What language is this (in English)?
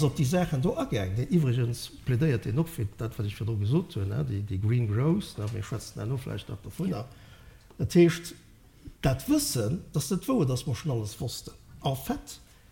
Luxembourgish